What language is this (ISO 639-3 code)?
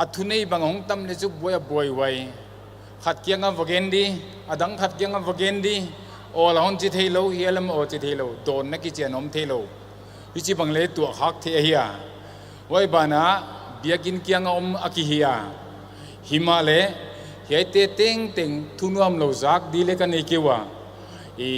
pck